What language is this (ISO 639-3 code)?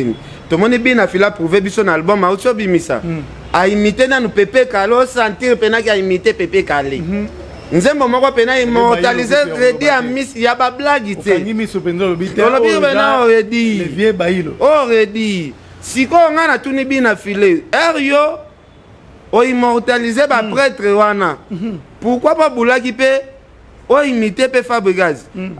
lin